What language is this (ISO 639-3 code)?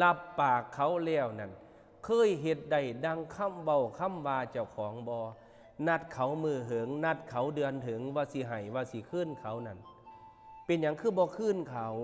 lao